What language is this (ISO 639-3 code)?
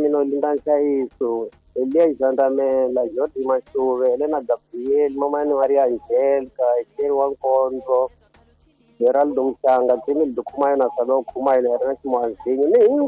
tso